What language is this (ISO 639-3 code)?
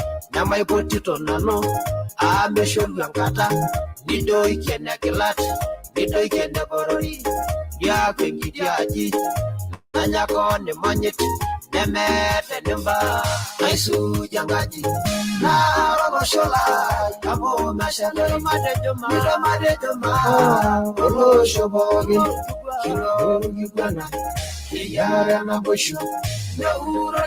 mas